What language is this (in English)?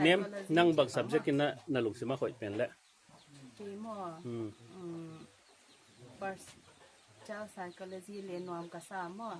Paite Chin